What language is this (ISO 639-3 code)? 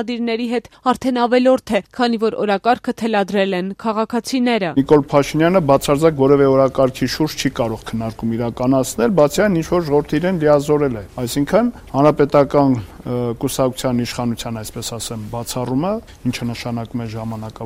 hye